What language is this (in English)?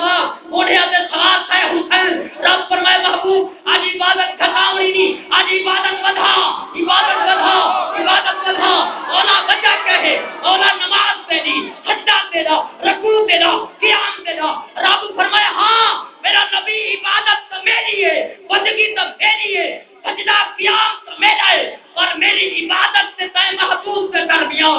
Saraiki